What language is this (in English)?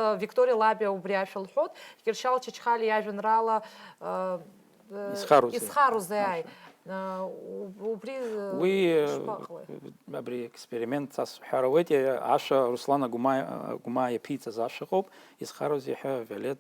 Abkhazian